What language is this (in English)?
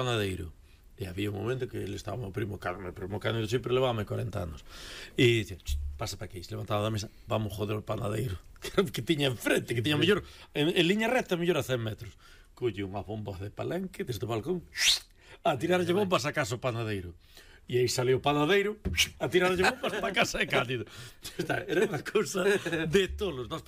Galician